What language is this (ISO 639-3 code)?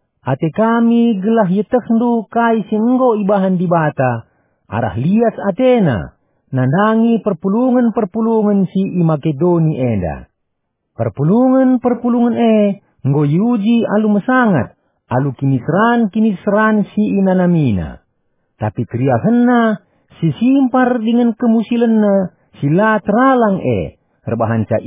btx